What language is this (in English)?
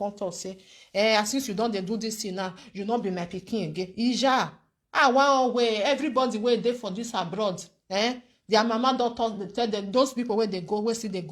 Nigerian Pidgin